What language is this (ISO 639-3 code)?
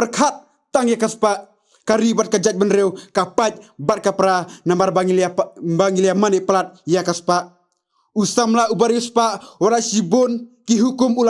kha